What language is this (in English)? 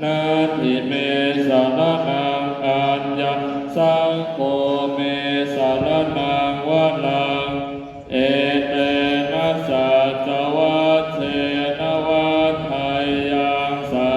Pali